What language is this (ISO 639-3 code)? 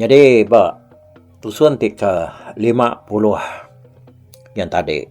iba